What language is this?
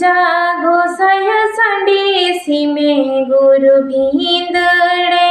Santali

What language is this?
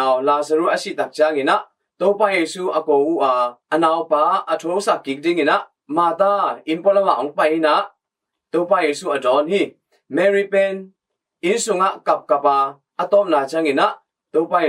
Tedim Chin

